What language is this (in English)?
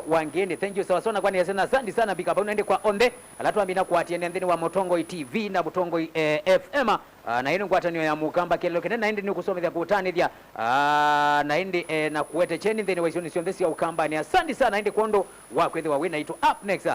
Kamba